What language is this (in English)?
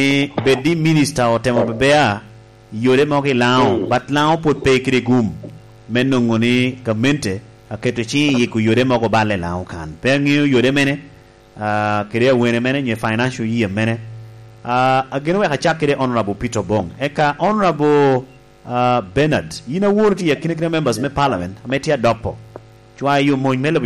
Lango (Uganda)